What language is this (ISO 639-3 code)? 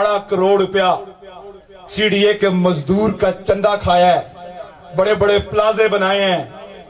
urd